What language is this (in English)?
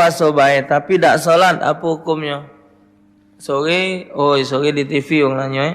Musi